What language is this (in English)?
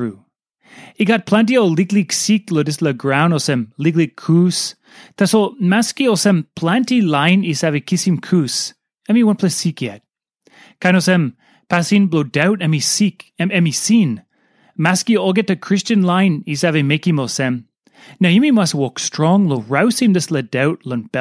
Tok Pisin